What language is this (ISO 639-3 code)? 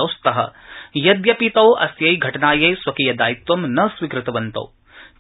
san